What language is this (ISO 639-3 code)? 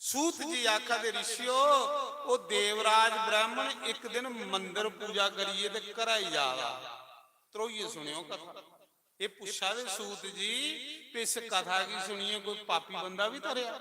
doi